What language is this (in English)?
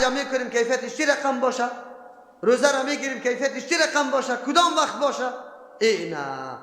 Persian